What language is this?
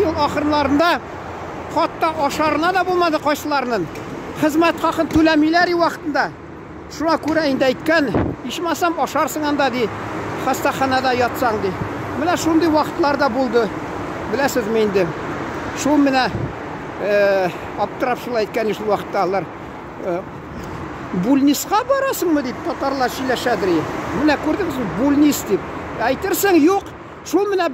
Tatar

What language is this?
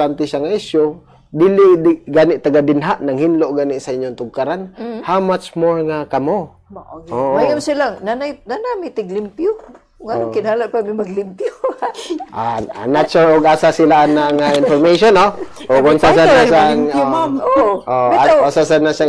Cebuano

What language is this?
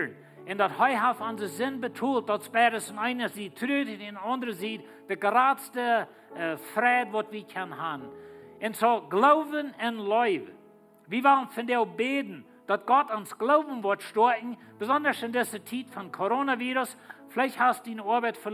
Plautdietsch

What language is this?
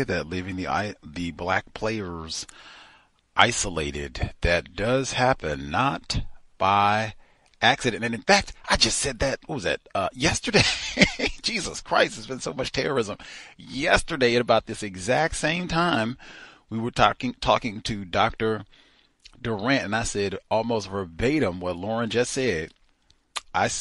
English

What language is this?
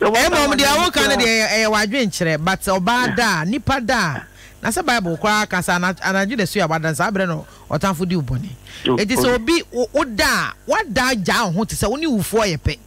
Akan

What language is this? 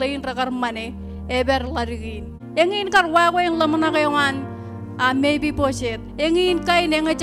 Marshallese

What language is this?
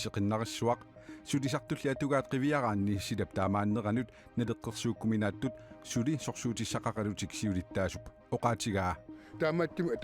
Kalaallisut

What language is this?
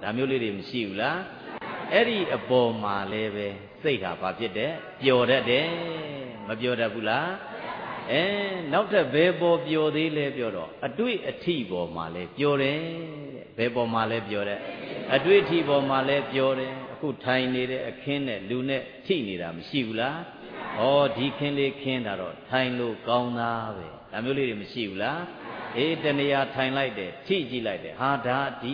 Burmese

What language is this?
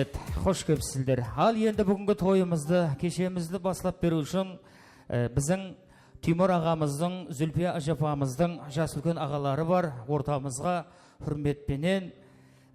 Kara-Kalpak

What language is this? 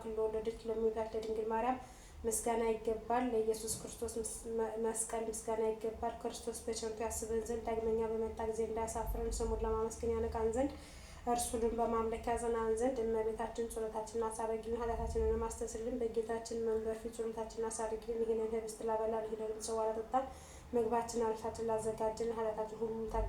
Amharic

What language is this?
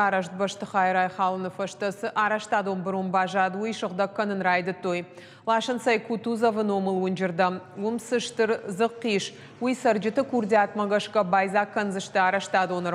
Ossetic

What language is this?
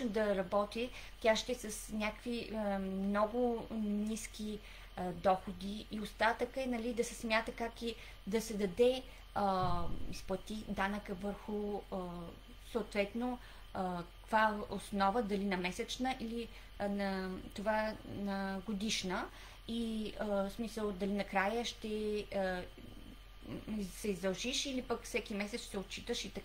Bulgarian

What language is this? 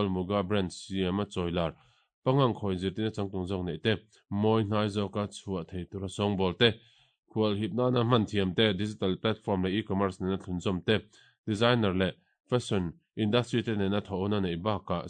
Mizo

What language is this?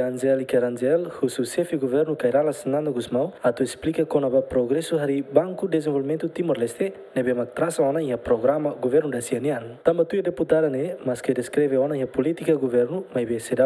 Tetum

